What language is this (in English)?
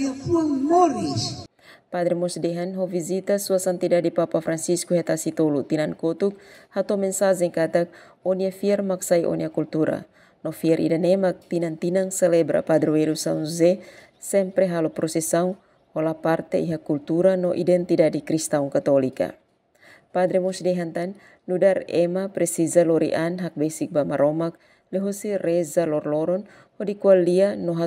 Tetum